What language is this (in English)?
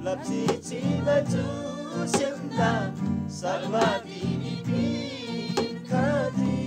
Eastern Tamang